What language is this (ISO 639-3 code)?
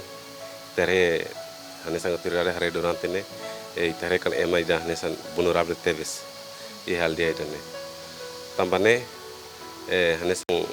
tet